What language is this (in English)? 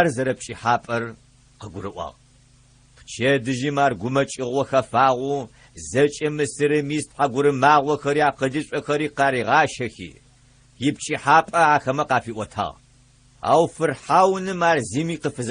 Adyghe